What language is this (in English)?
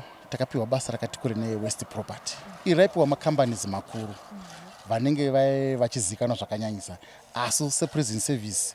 Shona